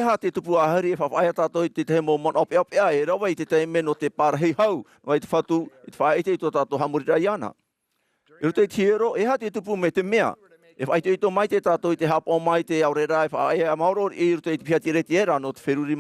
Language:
Tahitian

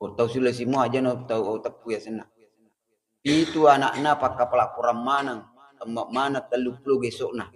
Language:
Buginese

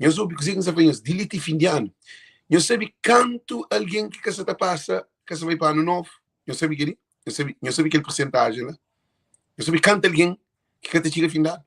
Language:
Kabuverdianu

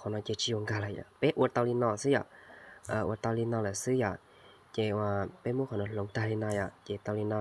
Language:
Hmong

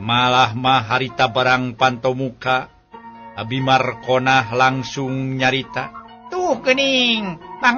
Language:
Sundanese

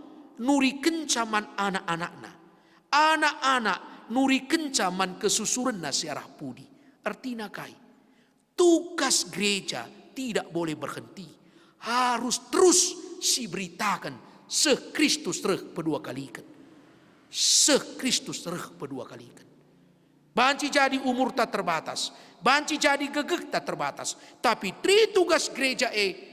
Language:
Batak Karo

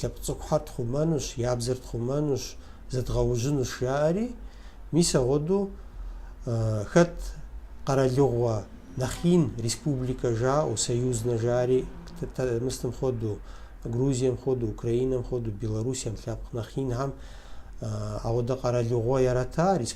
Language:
Kabardian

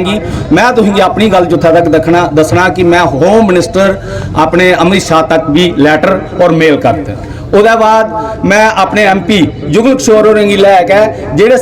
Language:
Dogri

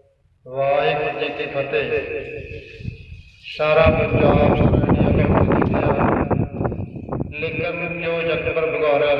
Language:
Punjabi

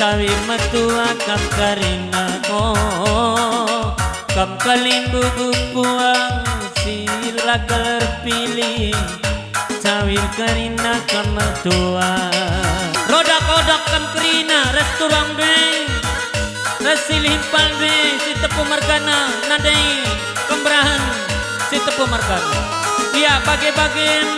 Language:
Batak Karo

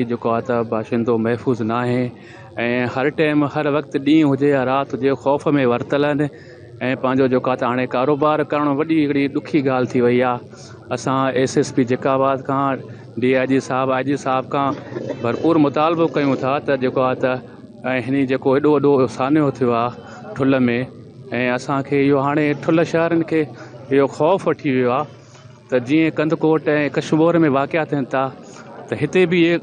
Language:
Sindhi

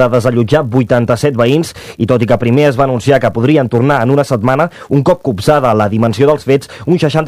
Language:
Catalan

